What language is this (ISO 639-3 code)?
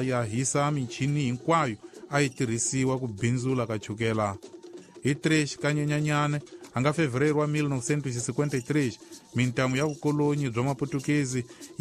tso